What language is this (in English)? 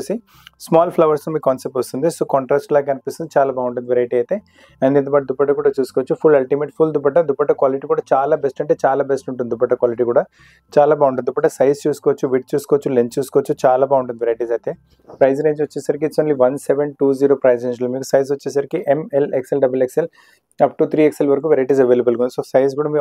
Telugu